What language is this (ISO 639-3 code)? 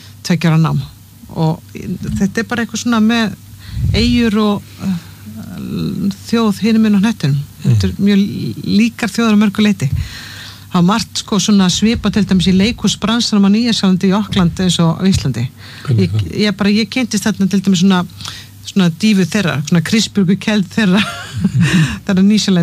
isl